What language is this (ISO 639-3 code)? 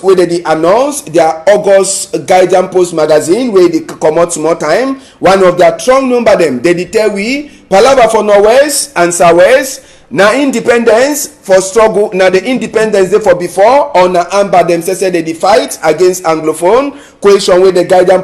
wes